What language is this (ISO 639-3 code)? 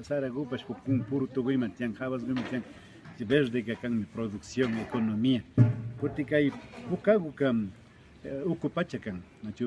qvi